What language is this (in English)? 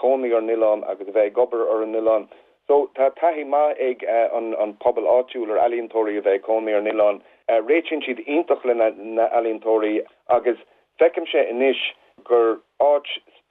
Irish